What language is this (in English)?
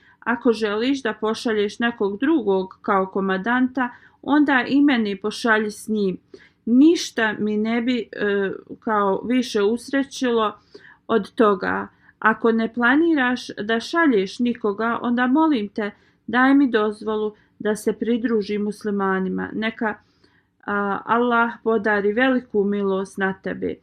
Bosnian